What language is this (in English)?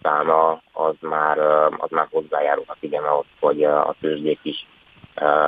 Hungarian